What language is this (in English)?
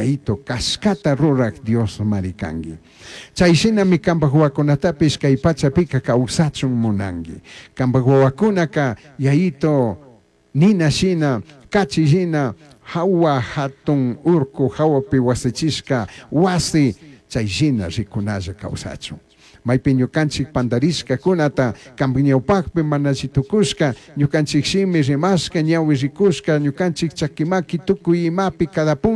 Chimborazo Highland Quichua